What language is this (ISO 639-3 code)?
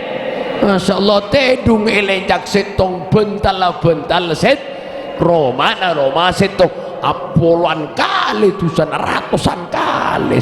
mad